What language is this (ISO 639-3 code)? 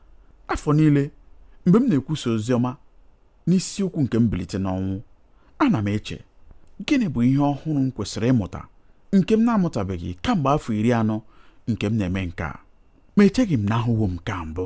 ibo